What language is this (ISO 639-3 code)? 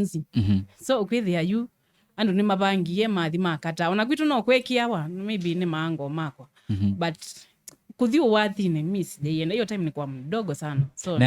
kam